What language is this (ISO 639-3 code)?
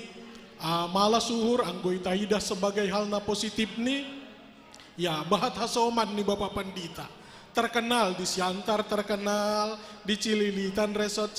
bts